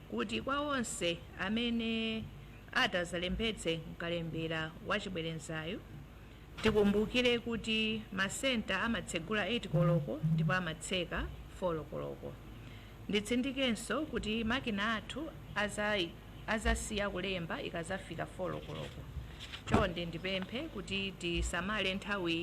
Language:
Nyanja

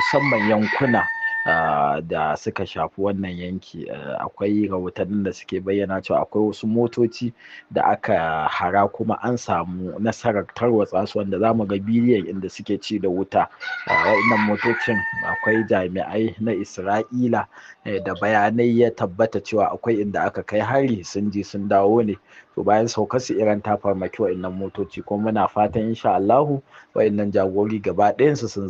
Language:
Hausa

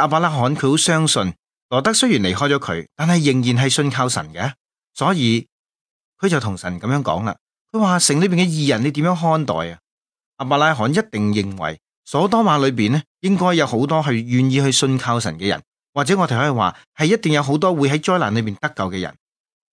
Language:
Cantonese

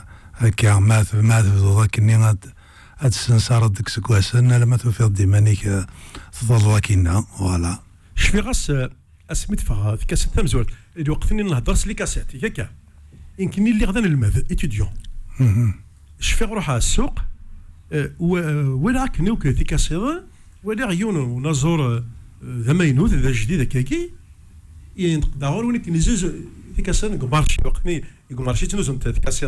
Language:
Kabyle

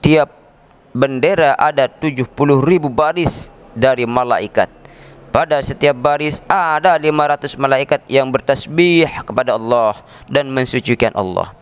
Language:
Sasak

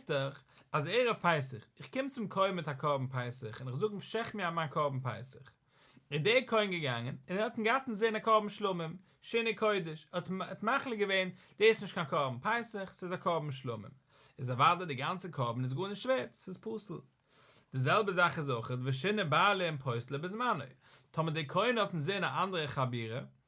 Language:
Yiddish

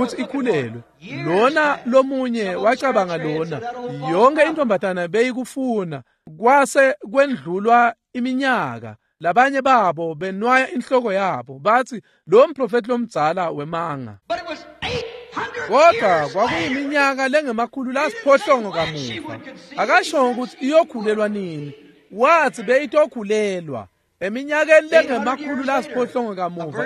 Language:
Swati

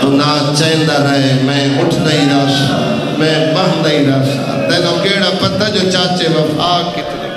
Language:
Saraiki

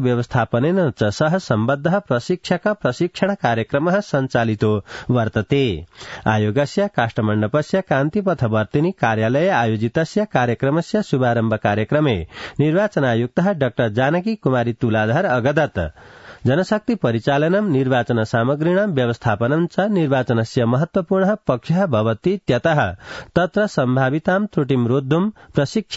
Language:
Sanskrit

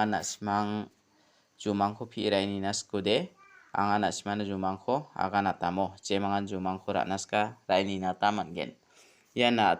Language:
Garo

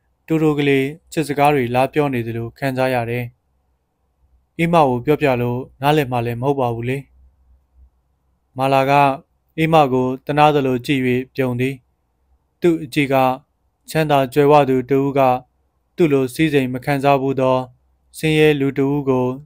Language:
Burmese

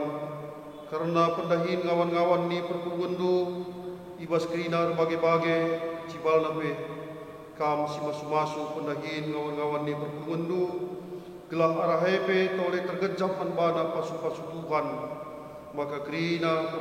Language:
Batak Karo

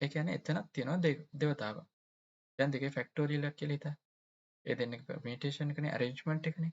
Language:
Sinhala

